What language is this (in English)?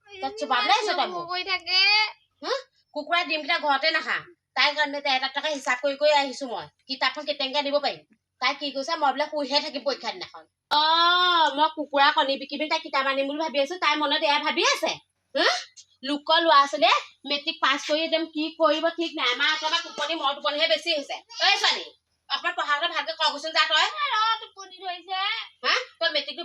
Assamese